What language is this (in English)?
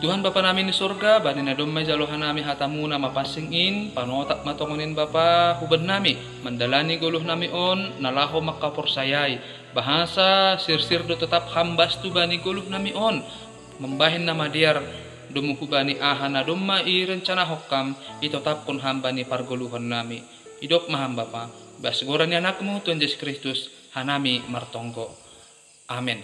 Batak Simalungun